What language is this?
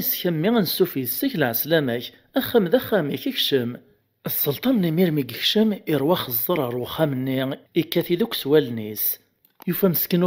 Kabyle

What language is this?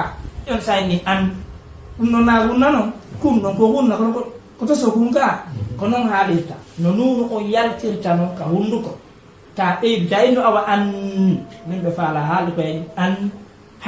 Fula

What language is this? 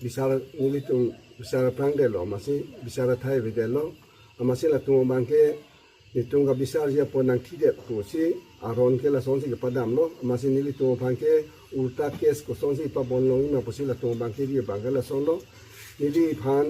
Karbi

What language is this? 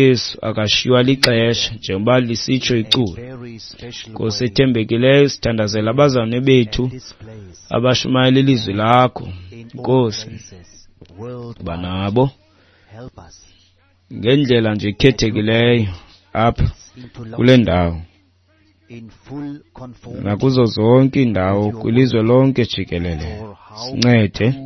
Xhosa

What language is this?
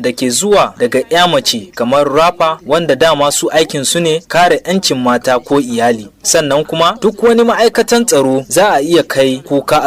Hausa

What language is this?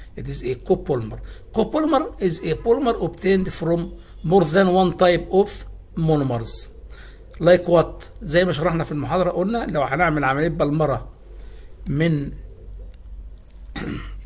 Egyptian Arabic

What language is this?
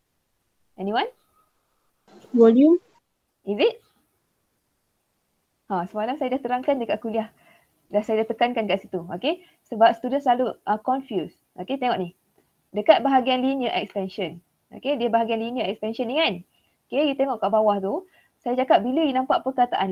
Malay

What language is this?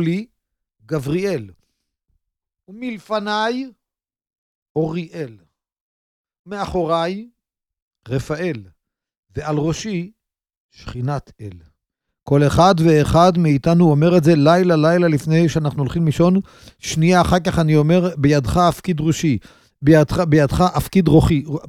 Hebrew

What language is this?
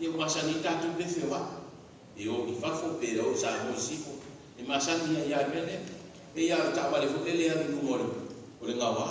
Samoan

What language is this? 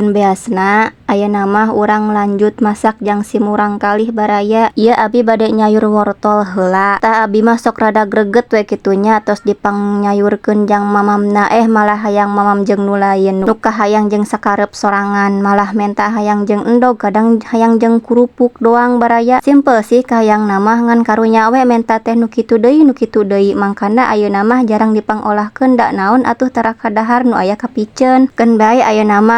Sundanese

